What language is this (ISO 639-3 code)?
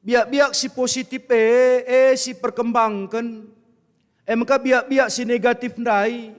btx